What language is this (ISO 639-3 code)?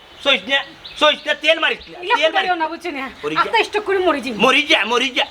syl